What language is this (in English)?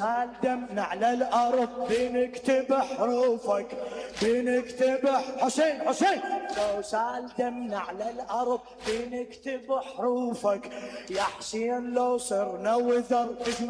Mesopotamian Arabic